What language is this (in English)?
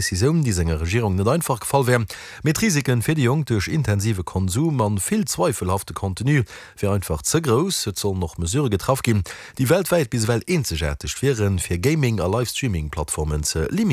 Luxembourgish